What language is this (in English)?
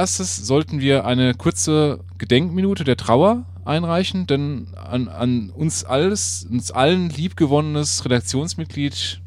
German